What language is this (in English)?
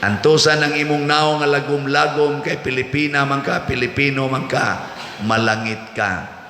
Cebuano